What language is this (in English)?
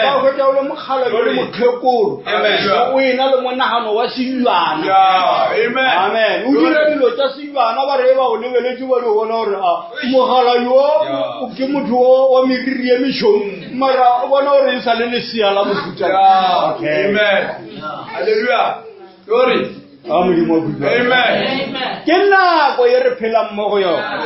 Northern Sotho